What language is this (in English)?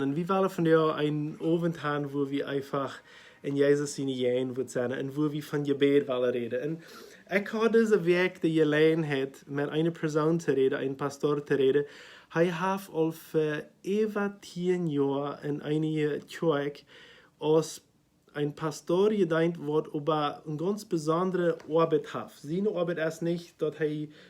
Plautdietsch